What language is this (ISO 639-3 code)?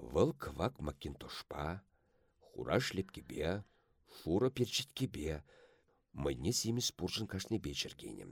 chv